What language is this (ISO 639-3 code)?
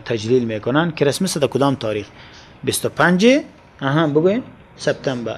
fas